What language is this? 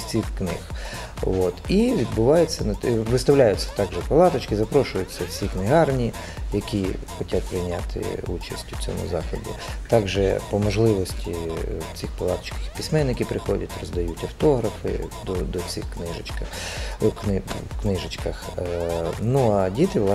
Ukrainian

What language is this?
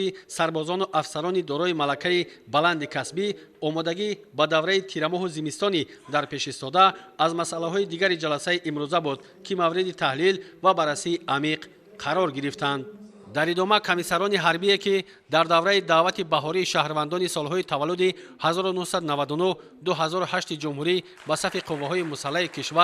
Tajik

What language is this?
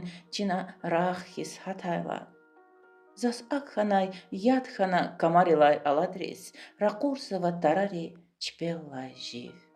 Lezghian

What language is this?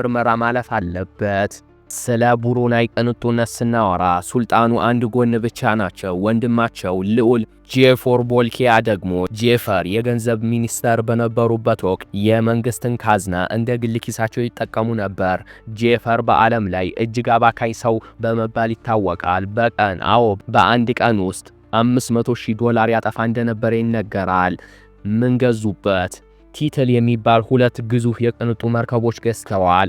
Amharic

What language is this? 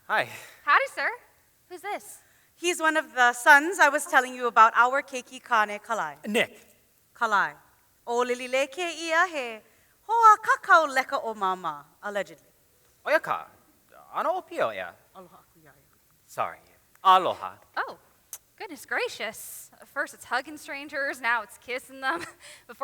Hawaiian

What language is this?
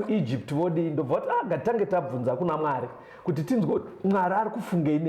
Shona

